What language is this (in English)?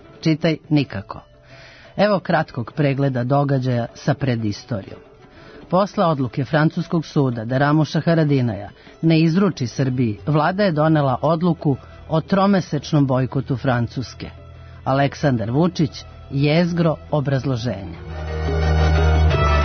Serbian